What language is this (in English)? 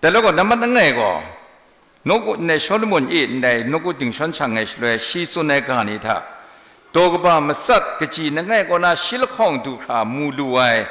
Kachin